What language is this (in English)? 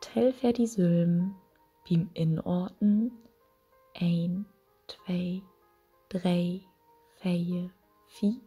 Low German